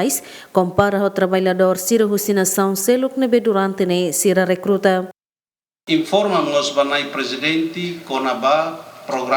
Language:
Tetum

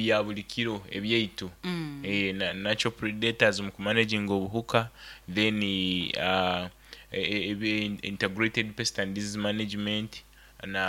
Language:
Nyoro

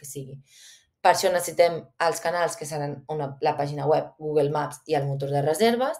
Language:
Catalan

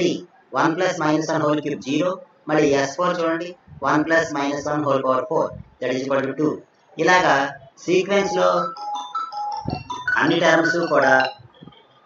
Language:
Telugu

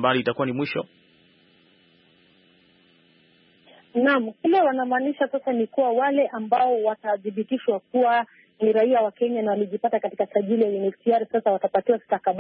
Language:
Swahili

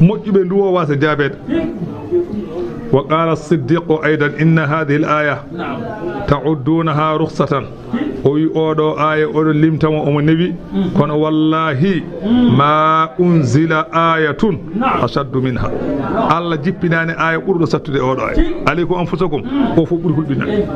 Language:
Fula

